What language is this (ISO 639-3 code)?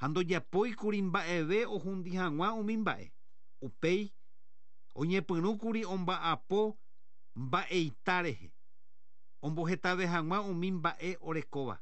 grn